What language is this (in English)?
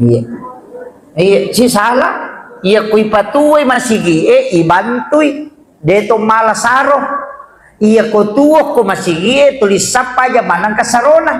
Buginese